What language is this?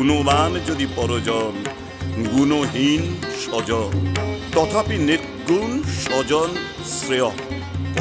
Bangla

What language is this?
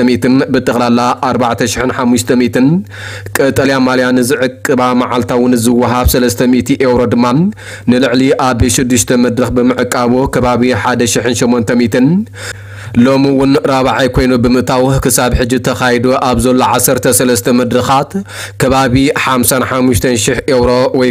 Tigrinya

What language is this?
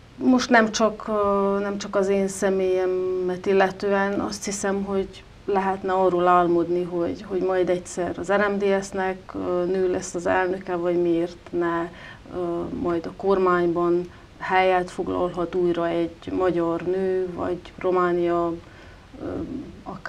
Hungarian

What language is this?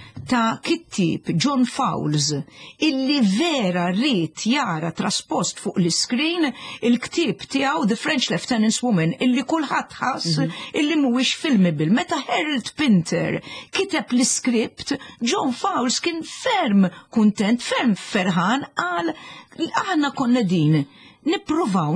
Maltese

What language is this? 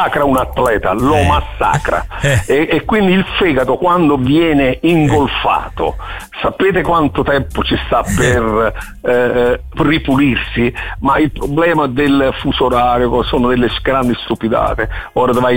Italian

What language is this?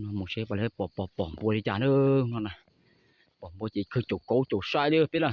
Hmong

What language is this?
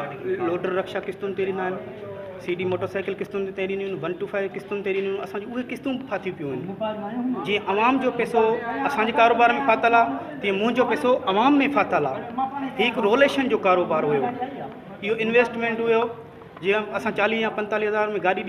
Sindhi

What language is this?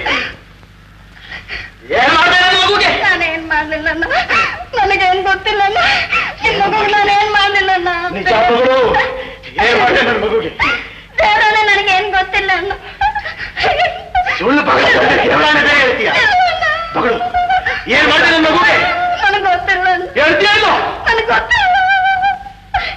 Kannada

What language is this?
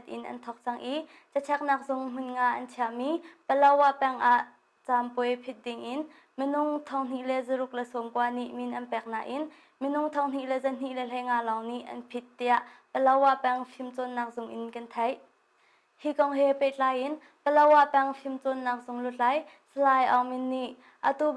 Hakha Chin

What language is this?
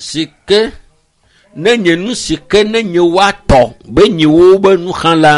Ewe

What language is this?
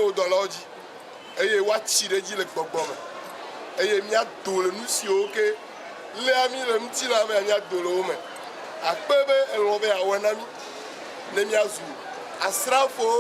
Ewe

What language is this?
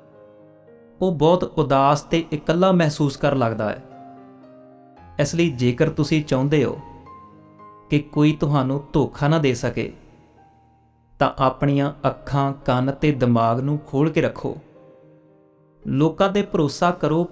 Punjabi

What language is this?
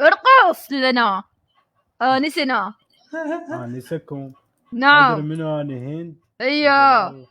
Mesopotamian Arabic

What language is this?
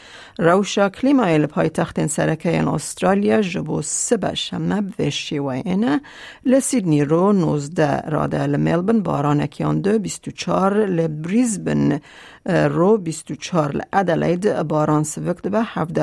Kurdish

